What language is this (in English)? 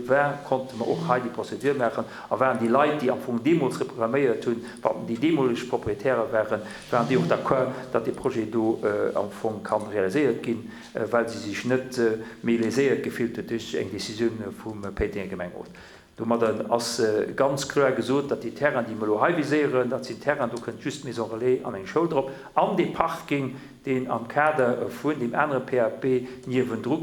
Luxembourgish